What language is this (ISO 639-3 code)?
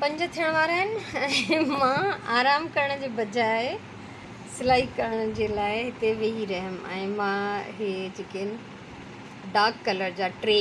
snd